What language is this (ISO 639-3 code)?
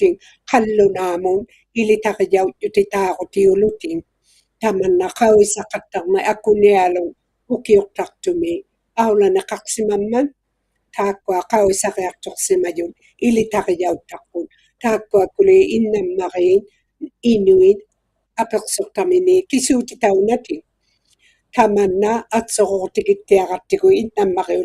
iku